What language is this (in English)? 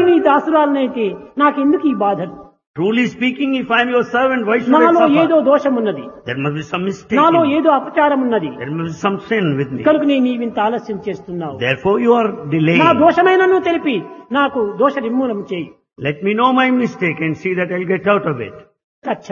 Telugu